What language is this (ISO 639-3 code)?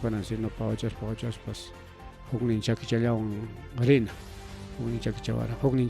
quy